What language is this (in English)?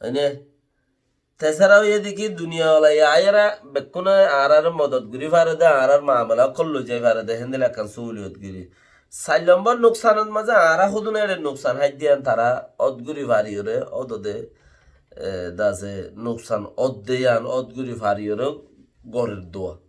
Rohingya